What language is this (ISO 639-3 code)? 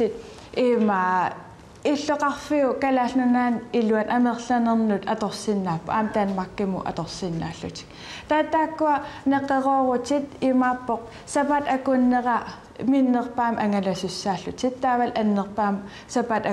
kal